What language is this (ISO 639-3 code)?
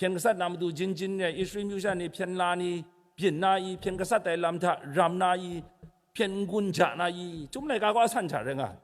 kac